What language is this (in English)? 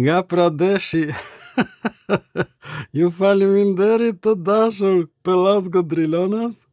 Albanian